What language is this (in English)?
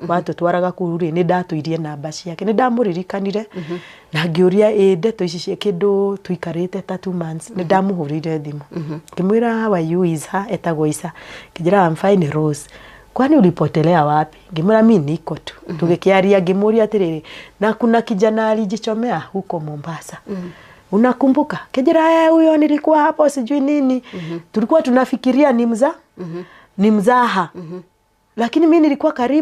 Kikuyu